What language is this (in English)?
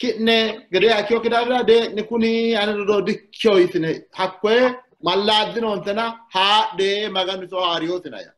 Sidamo